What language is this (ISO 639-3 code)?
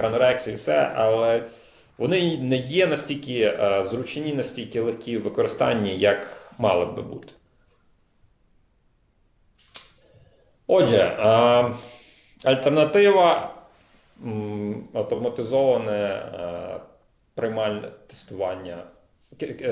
ukr